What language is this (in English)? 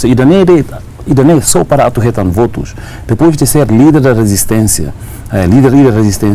Tetum